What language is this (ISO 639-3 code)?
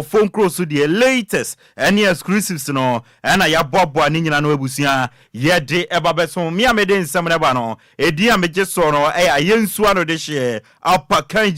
aka